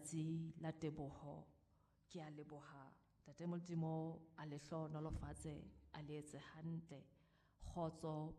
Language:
Southern Sotho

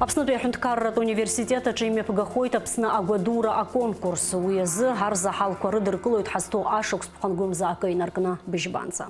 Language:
Abkhazian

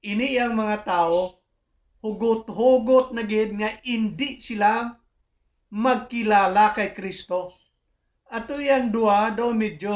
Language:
Hiligaynon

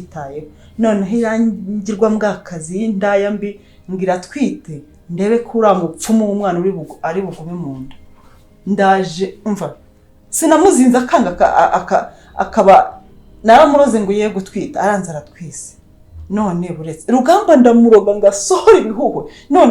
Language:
Kinyarwanda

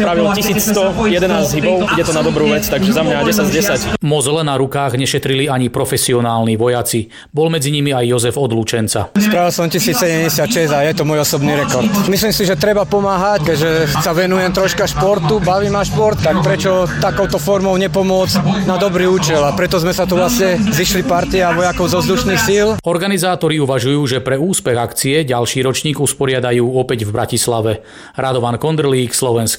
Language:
Slovak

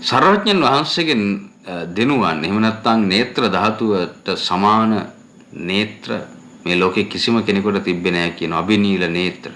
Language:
Sinhala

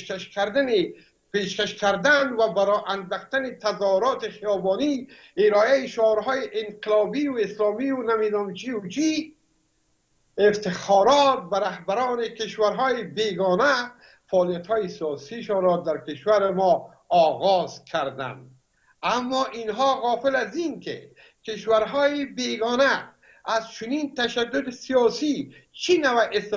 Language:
Persian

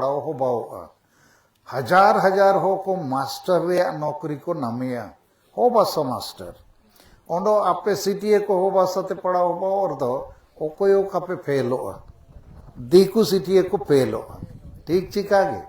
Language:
Santali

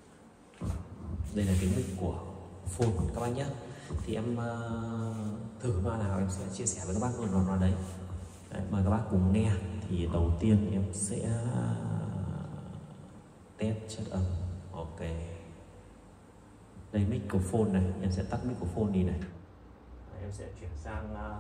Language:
Vietnamese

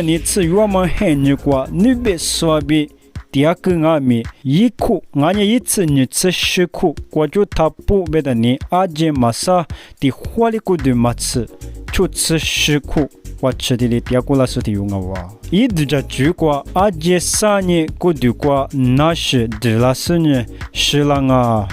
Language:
Lisu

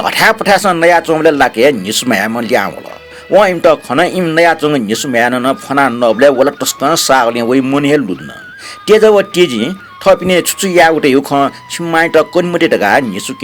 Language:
Newari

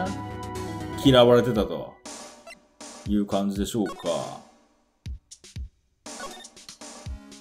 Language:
Japanese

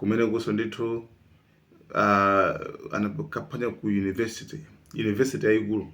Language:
Nyanja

